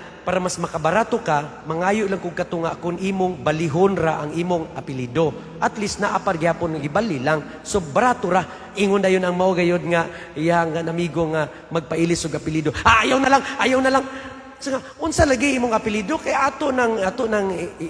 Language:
Cebuano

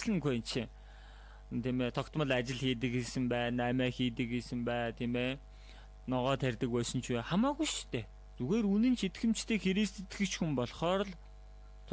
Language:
Mongolian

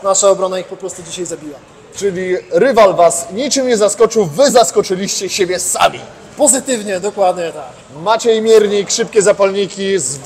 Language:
Polish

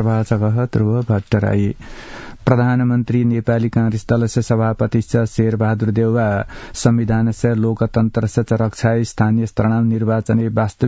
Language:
Sanskrit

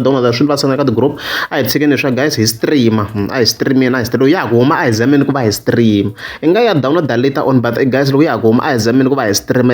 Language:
Tsonga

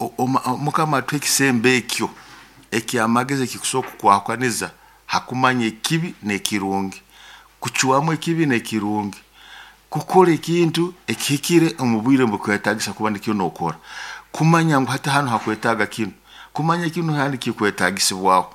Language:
Nyoro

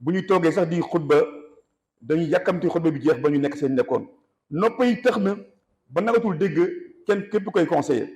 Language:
Wolof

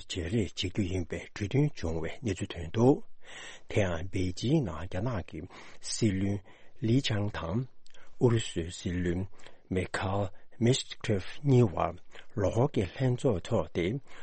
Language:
Tibetan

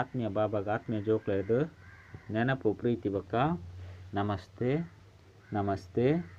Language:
Tulu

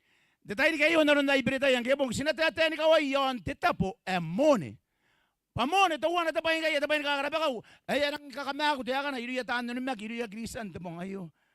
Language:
Gilbertese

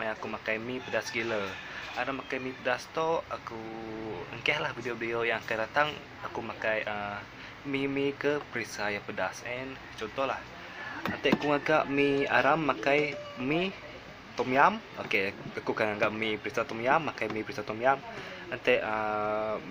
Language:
Iban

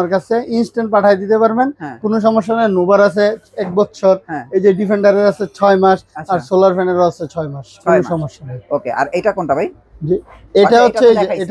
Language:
Bangla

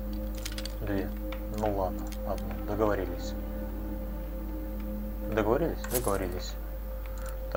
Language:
Russian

